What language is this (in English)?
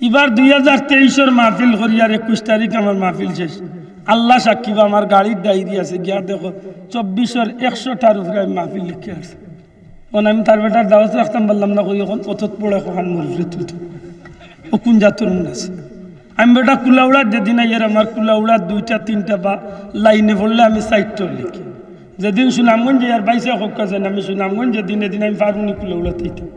Sylheti